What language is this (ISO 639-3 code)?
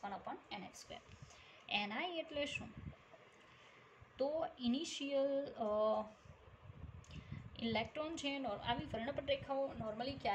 guj